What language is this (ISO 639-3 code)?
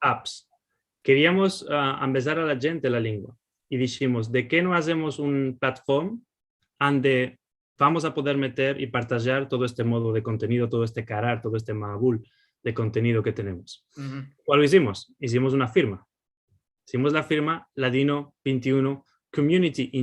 lad